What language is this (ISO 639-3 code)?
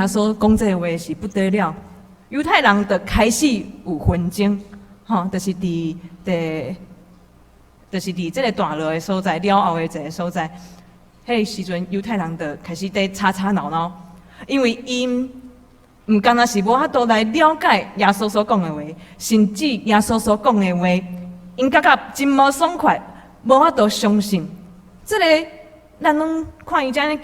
nan